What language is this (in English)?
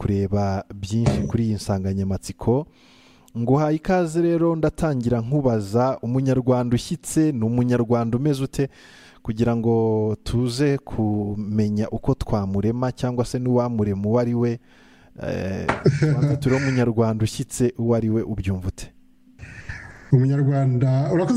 Kinyarwanda